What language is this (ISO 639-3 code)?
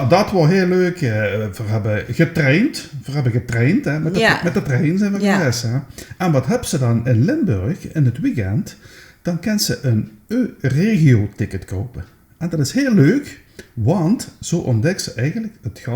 lim